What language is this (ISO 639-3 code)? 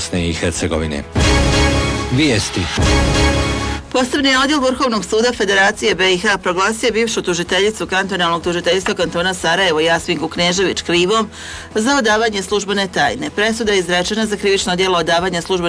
bos